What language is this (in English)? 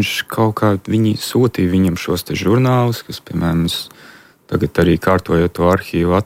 Latvian